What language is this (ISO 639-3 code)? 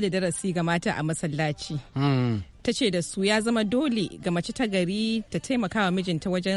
hau